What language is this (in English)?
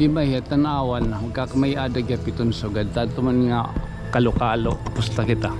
Waray